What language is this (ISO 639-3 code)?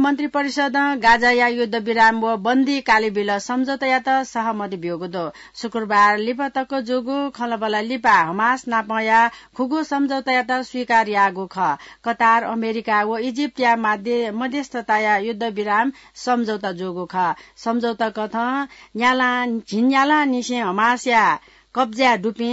new